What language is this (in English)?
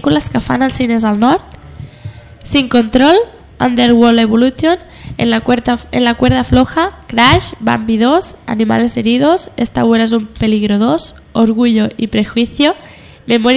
Catalan